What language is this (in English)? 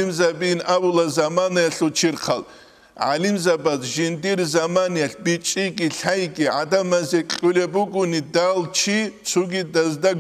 Avaric